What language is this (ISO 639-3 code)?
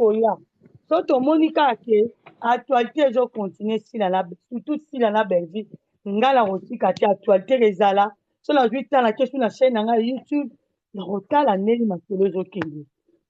lin